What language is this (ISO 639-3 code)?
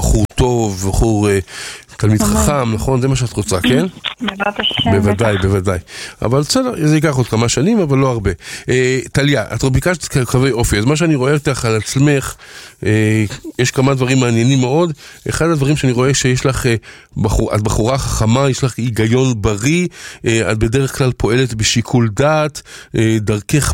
heb